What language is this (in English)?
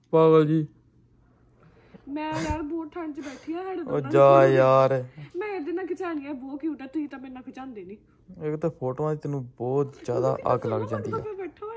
Punjabi